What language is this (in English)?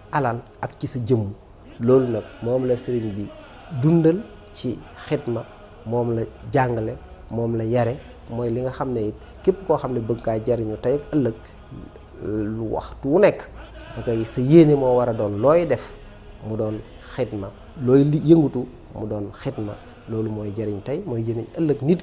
Wolof